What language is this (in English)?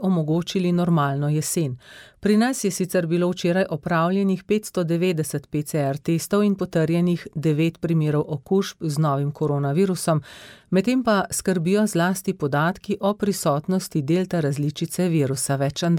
Slovenian